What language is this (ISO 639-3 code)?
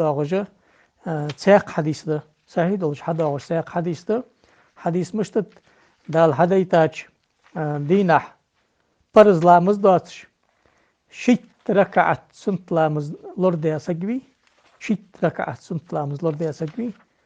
inh